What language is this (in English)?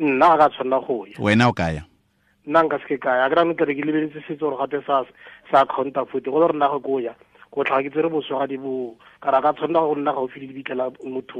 Tswana